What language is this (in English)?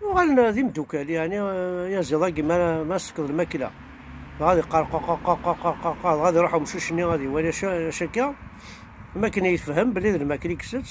Kabyle